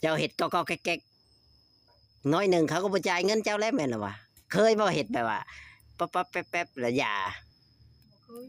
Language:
Northeastern Thai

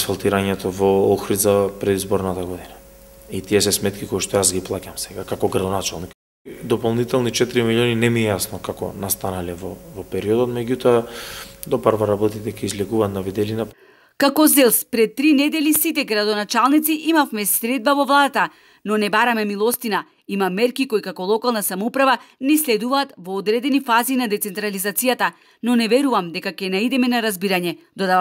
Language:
Macedonian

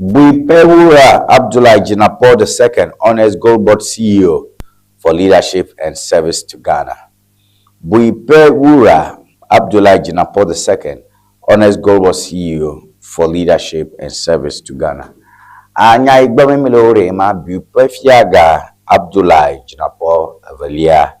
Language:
Ewe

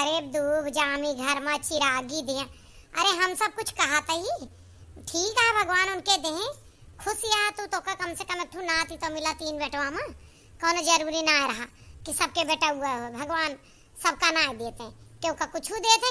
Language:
Awadhi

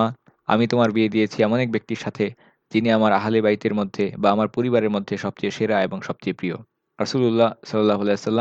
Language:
Bangla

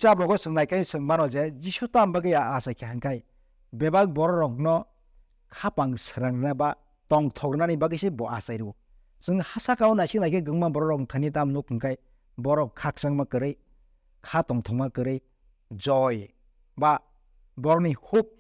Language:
Kok Borok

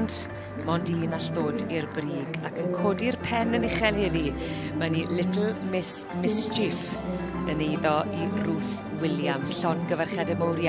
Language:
Welsh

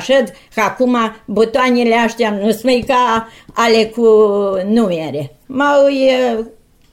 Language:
Romanian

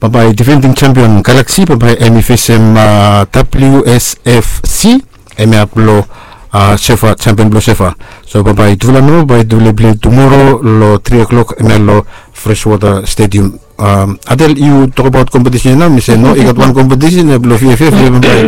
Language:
Bislama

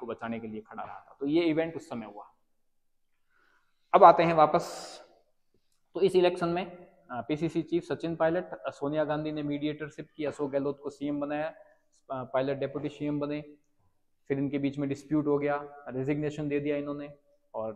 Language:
Hindi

